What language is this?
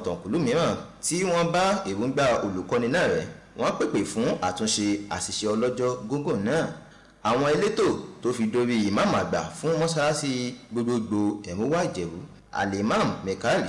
Yoruba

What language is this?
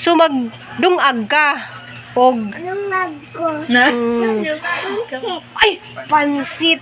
Cebuano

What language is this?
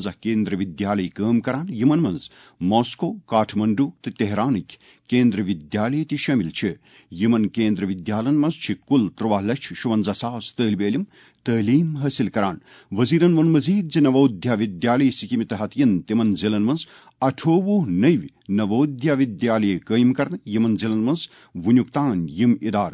Kashmiri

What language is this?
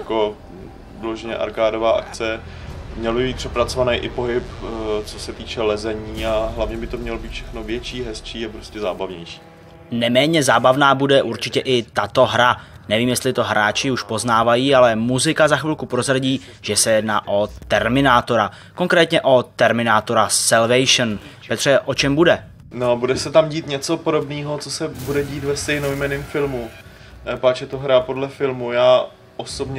Czech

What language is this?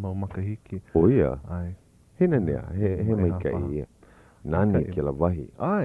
Hawaiian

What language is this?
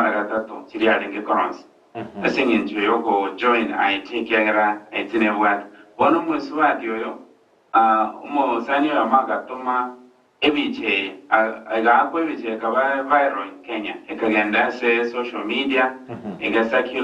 Gusii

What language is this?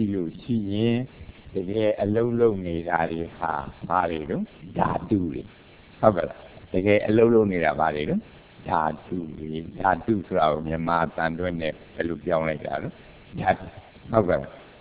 Burmese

